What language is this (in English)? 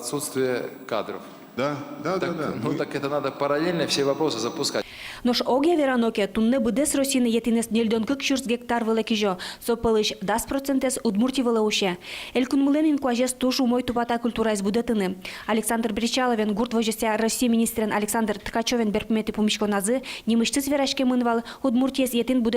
Udmurt